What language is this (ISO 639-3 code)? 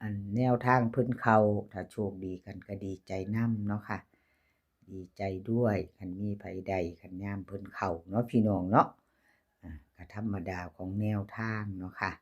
tts